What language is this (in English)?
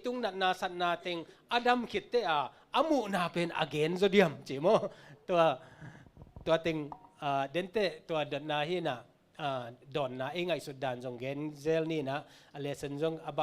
Tedim Chin